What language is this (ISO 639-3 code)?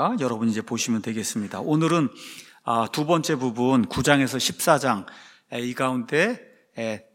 kor